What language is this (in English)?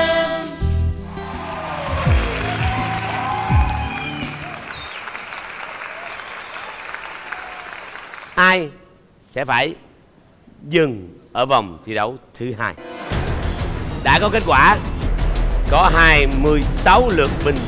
Vietnamese